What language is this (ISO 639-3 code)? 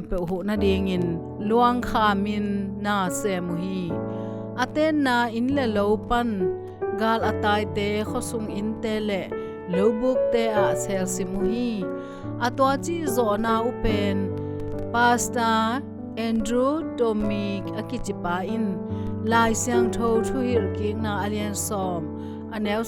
ctd